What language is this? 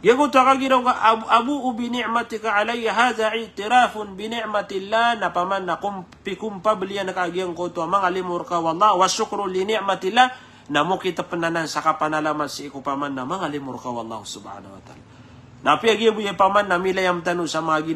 Maranao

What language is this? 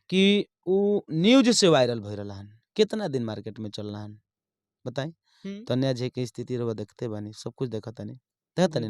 Bhojpuri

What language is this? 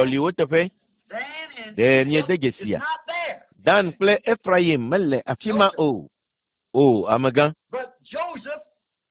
Ewe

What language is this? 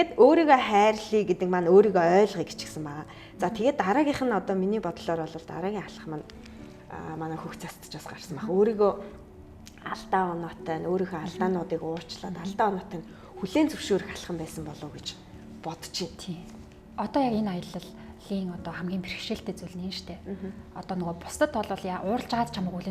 Mongolian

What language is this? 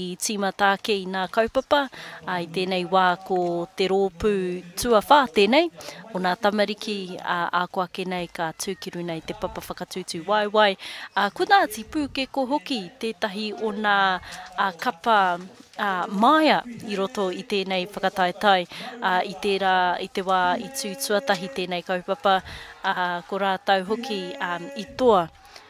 Māori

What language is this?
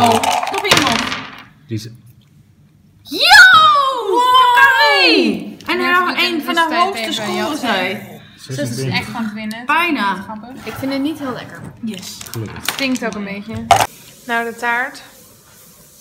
Dutch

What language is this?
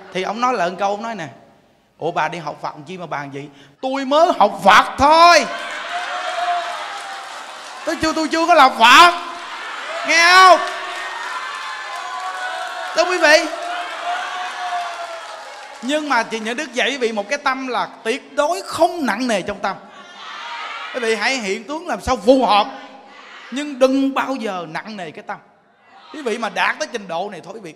Vietnamese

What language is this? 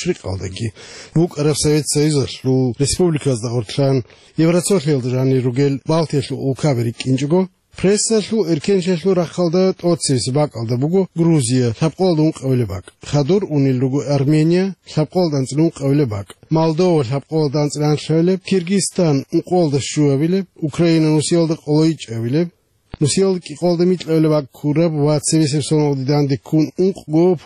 Avaric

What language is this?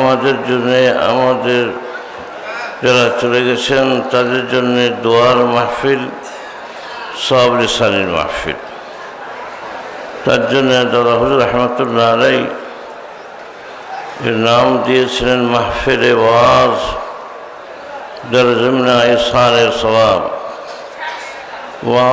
Bangla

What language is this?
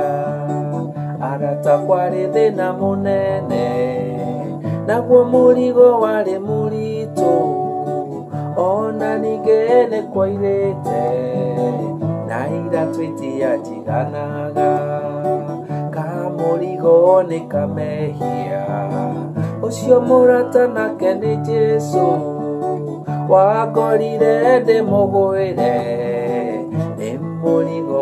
Kikuyu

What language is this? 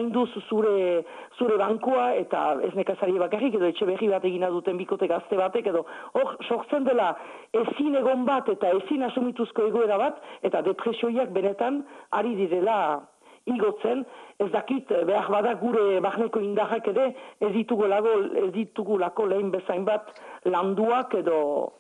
Basque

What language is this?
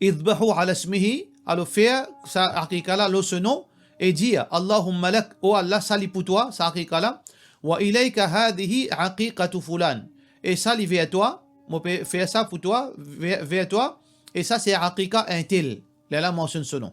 Morisyen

